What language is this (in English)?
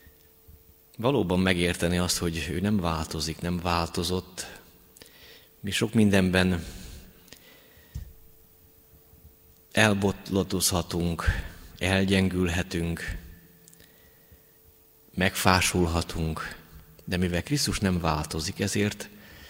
Hungarian